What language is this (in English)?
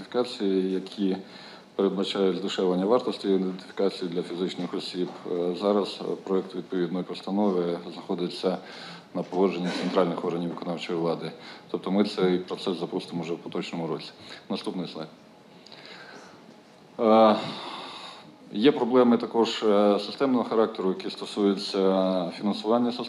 Ukrainian